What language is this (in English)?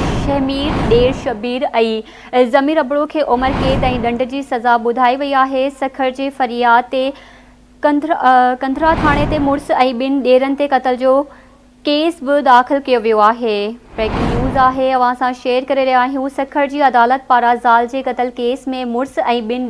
Sindhi